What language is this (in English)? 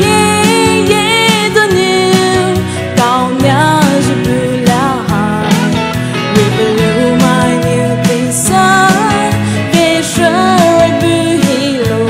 Poumei Naga